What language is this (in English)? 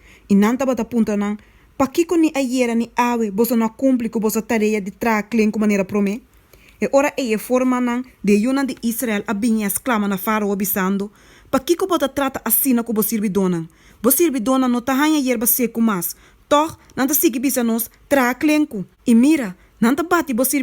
Papiamento